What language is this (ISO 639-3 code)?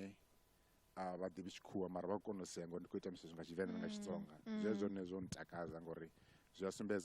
ven